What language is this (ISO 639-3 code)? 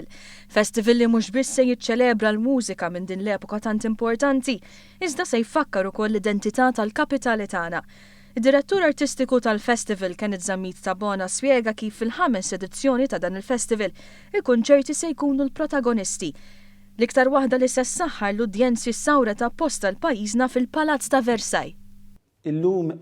mlt